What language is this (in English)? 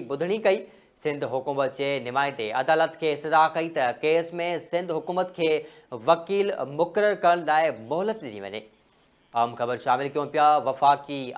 Sindhi